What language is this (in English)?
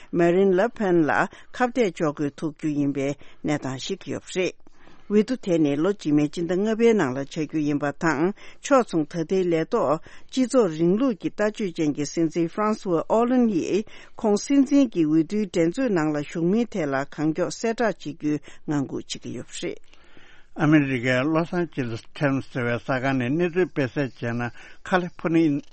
Tibetan